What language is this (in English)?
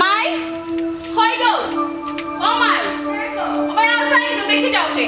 Sylheti